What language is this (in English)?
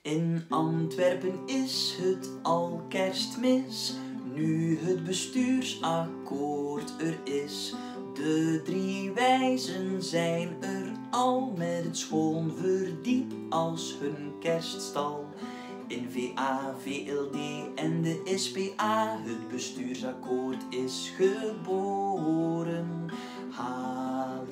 Dutch